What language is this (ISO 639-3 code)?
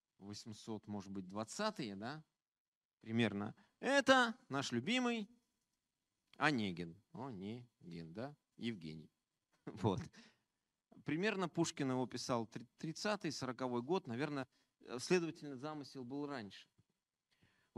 rus